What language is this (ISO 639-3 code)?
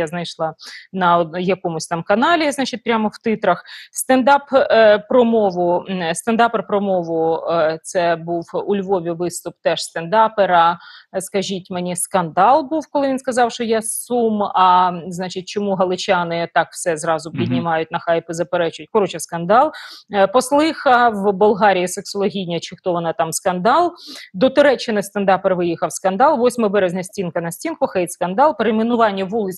ukr